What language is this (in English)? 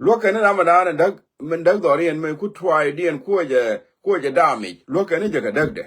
Nuer